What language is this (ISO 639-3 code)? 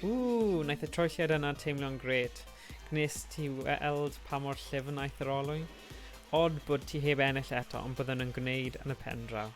cym